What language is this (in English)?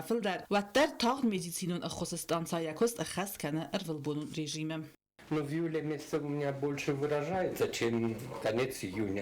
Ossetic